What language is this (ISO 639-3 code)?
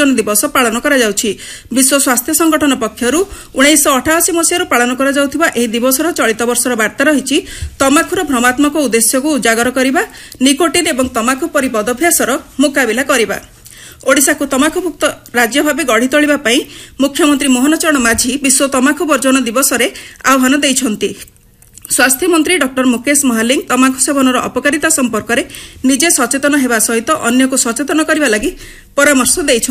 ori